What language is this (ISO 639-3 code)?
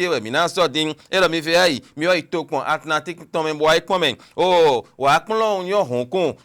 fon